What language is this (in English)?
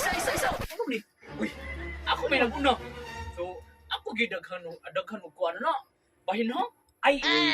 Cebuano